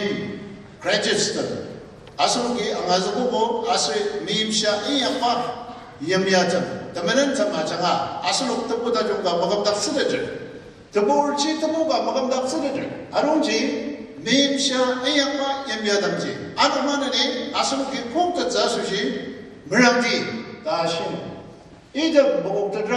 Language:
Ao Naga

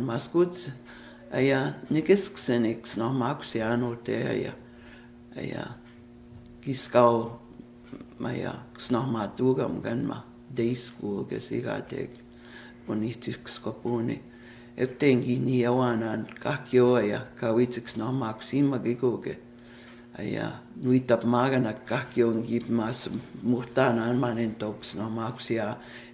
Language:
Plains Cree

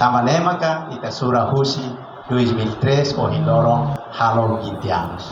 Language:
Tetum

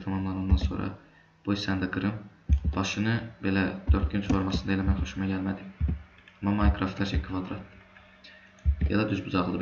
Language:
Azerbaijani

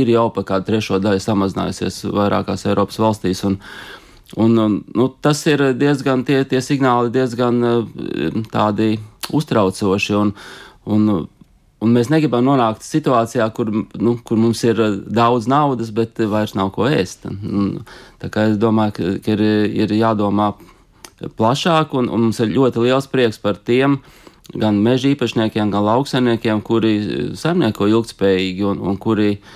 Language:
Latvian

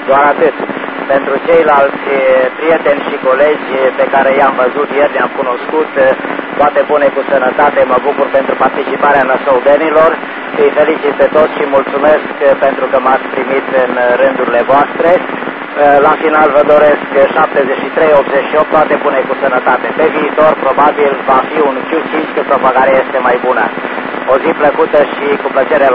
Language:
Romanian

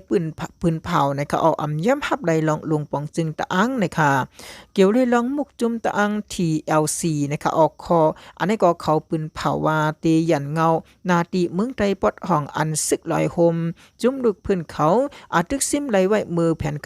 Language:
Shan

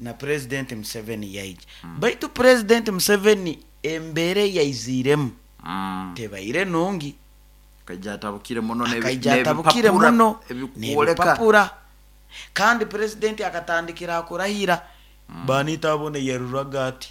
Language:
Nyoro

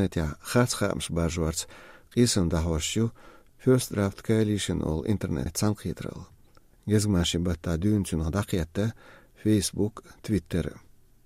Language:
Chechen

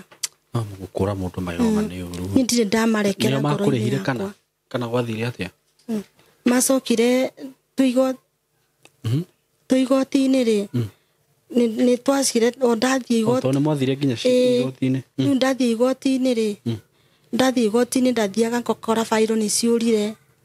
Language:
Kikuyu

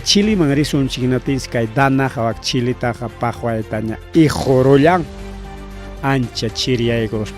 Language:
Ayacucho Quechua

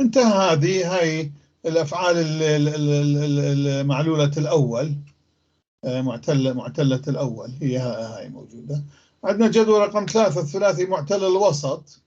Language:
North Levantine Arabic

